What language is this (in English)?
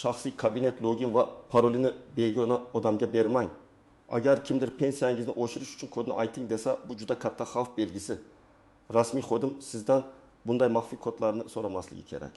Uzbek